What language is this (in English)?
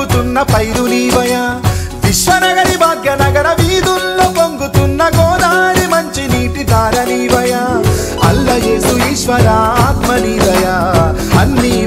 Telugu